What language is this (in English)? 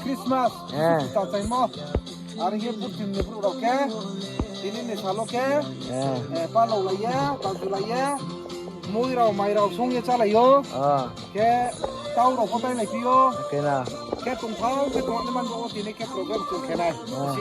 Riang (India)